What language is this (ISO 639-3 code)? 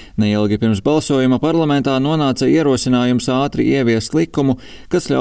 lav